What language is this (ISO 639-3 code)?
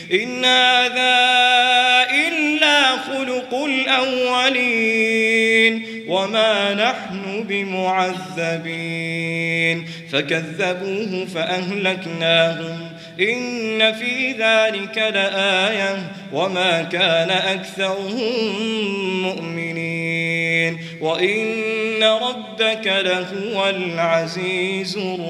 ara